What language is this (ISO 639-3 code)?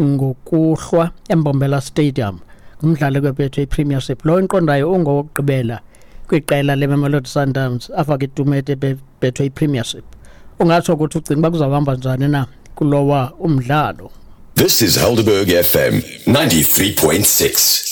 xho